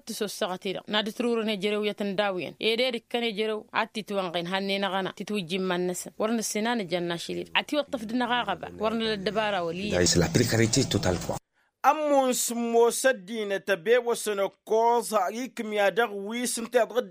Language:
Tamasheq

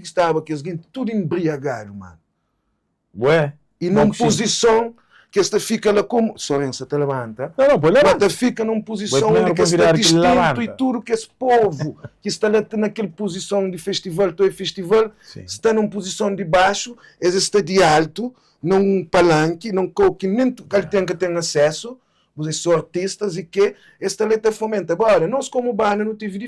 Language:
Kabuverdianu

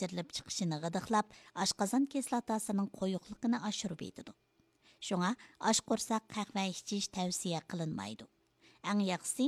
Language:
Uyghur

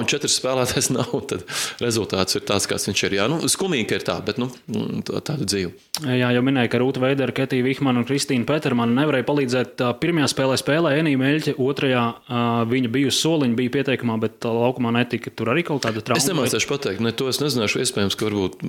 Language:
Latvian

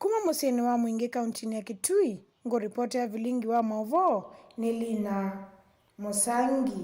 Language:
Kamba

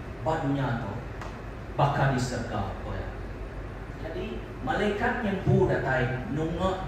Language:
Iban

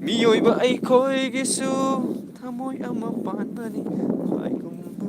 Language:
Manipuri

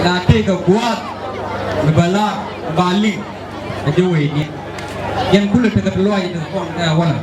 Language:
Nuer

